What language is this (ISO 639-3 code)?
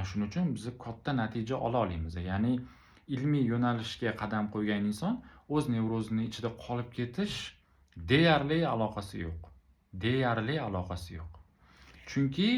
uzb